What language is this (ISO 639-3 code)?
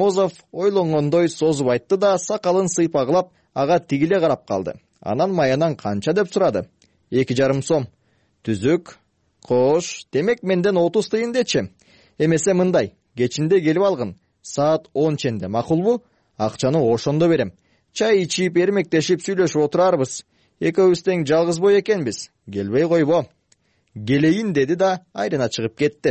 kir